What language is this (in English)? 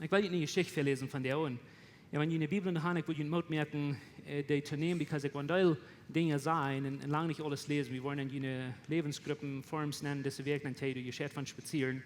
Plautdietsch